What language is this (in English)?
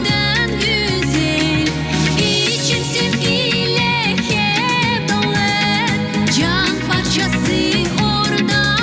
Gagauz